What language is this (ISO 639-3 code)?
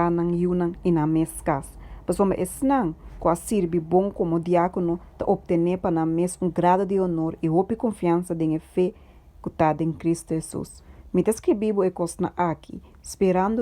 pap